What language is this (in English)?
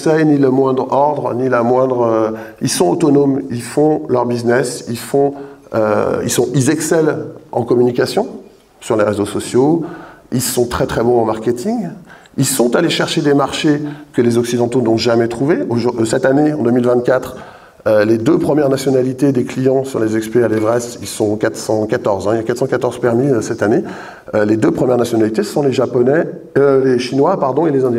French